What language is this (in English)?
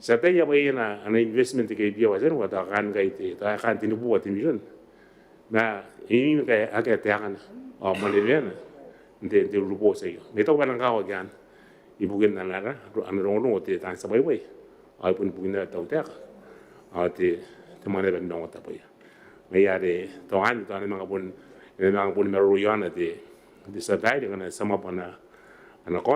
Gilbertese